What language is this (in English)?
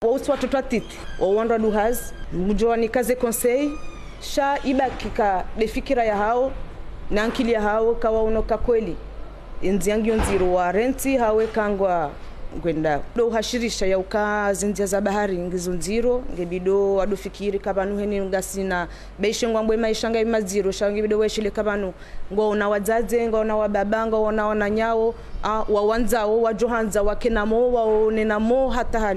Ngazidja Comorian